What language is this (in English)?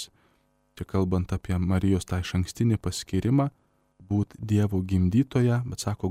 Lithuanian